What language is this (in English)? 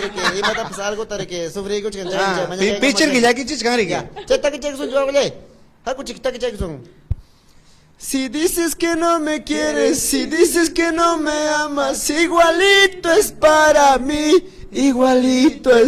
Ayacucho Quechua